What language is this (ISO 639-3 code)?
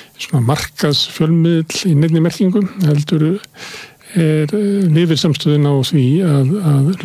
isl